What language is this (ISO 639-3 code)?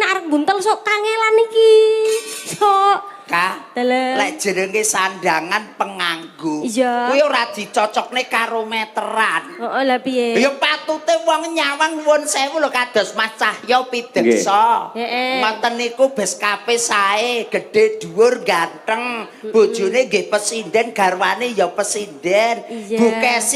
jav